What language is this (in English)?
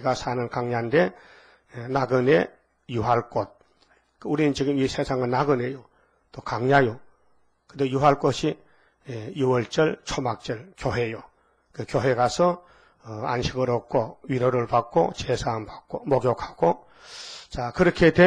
Korean